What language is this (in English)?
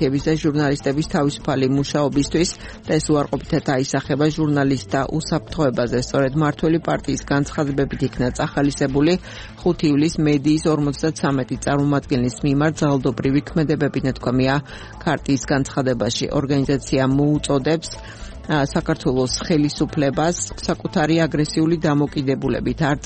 Georgian